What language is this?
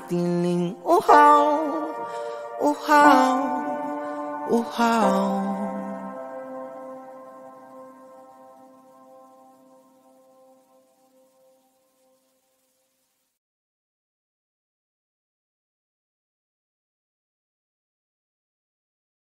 Filipino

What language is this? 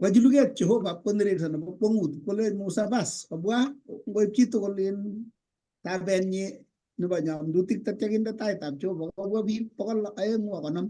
Kalenjin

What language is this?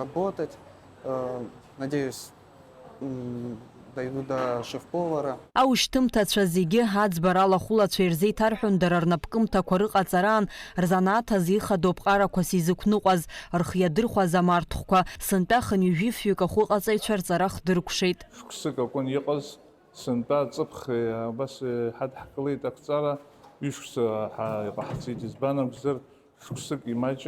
Abkhazian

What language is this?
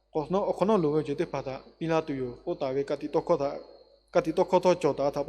Lahu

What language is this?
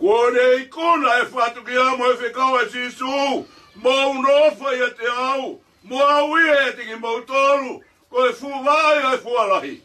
Tongan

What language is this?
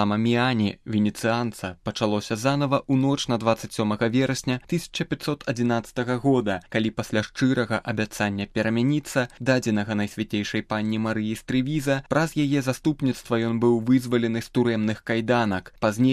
Belarusian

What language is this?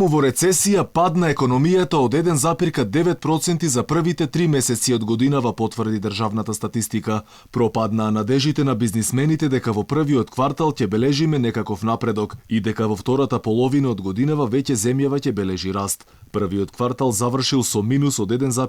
Macedonian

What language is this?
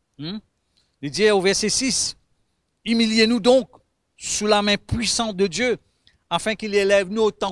Morisyen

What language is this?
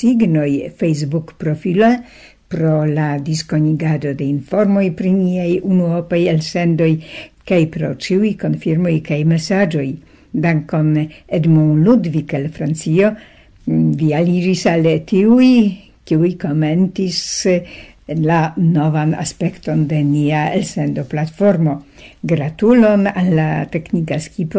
Esperanto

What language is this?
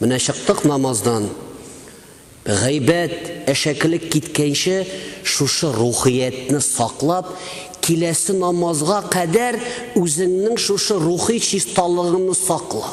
Tatar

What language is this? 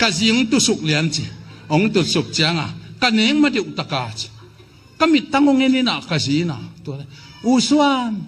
Tedim Chin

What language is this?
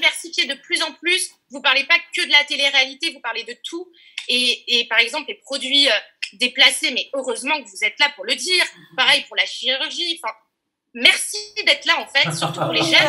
French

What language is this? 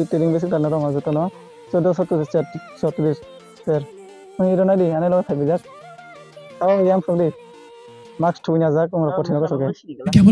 Kok Borok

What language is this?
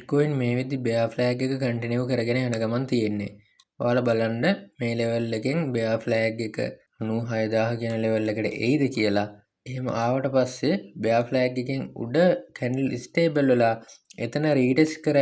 Sinhala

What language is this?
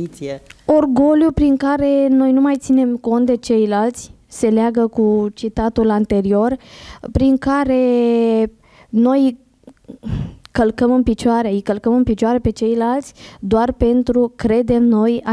Romanian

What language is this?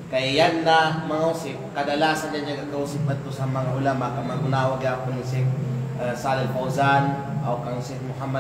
Kalagan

